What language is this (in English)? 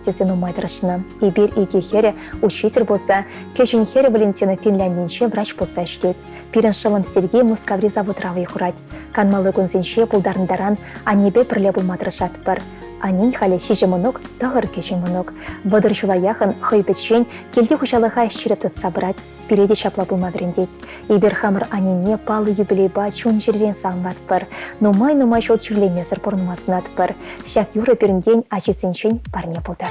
Chuvash